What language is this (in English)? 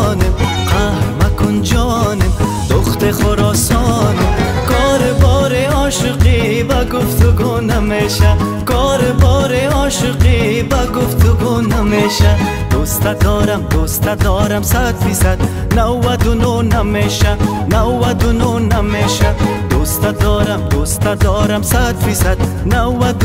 Persian